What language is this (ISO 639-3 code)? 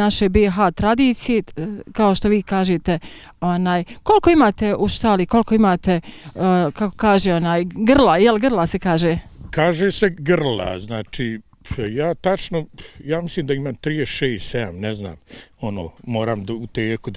bos